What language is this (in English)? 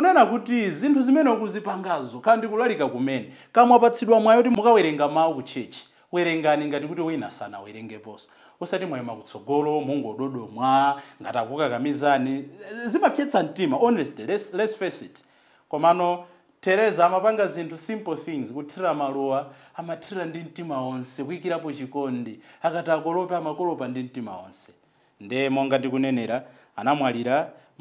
Nyanja